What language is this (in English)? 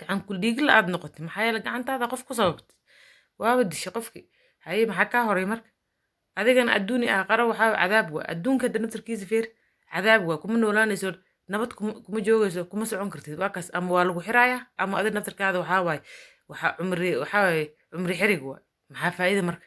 Somali